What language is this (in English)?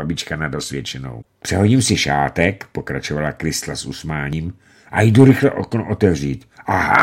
Czech